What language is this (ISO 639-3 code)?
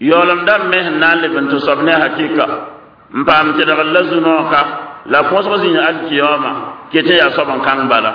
mos